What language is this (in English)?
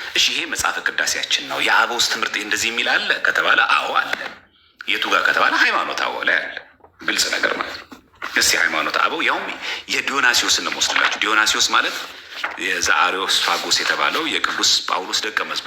Amharic